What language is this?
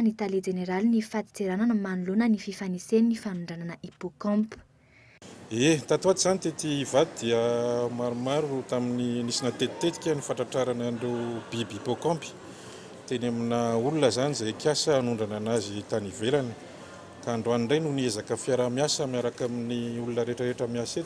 Malagasy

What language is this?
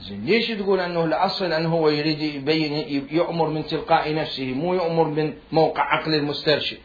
Mesopotamian Arabic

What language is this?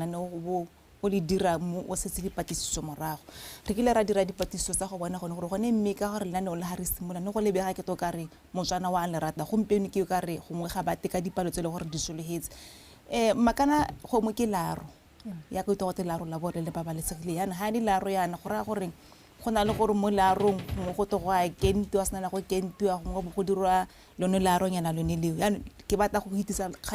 Tswana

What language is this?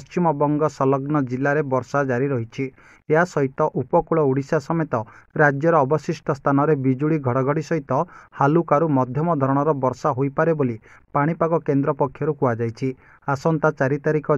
Odia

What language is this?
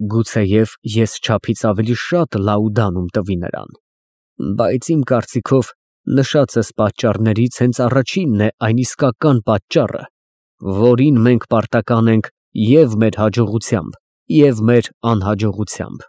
Armenian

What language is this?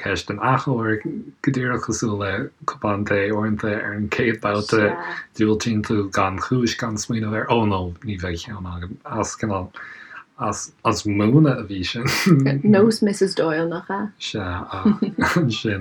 Irish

